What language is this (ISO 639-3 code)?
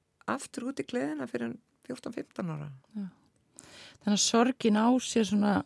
isl